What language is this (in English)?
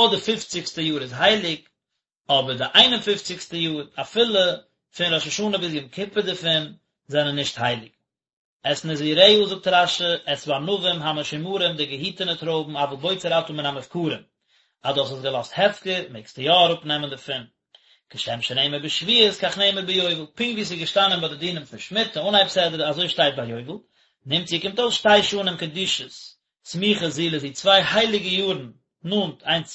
Yiddish